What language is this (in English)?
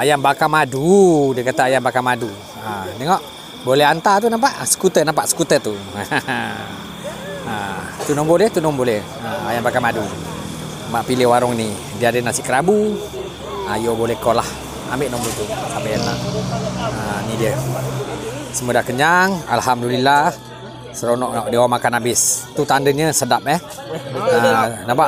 Malay